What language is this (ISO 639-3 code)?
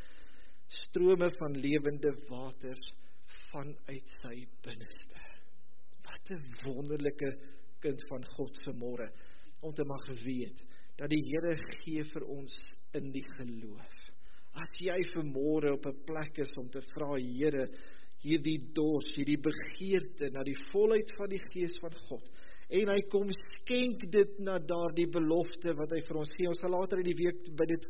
afr